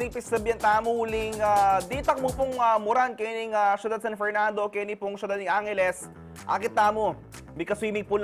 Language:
Pampanga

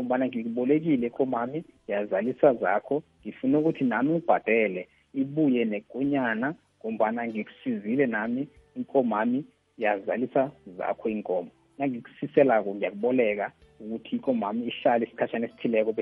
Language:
South Ndebele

